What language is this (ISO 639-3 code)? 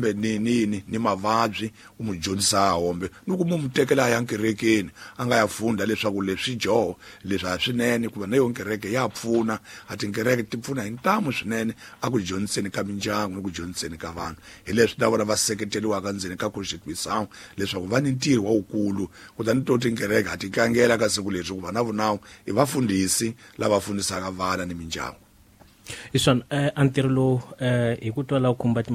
tso